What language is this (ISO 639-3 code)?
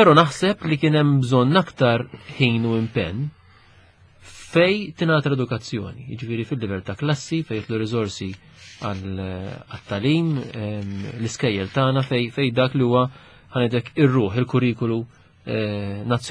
mlt